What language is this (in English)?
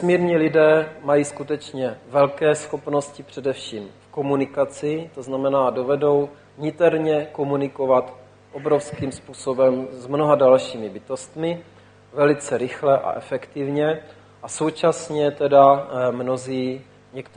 Czech